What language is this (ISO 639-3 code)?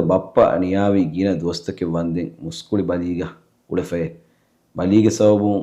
div